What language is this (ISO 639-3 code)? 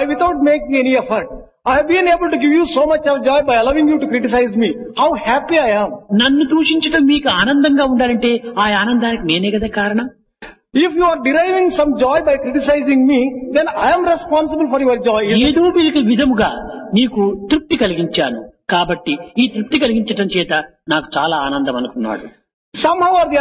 tel